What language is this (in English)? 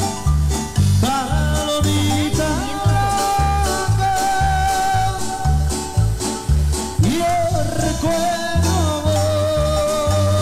Spanish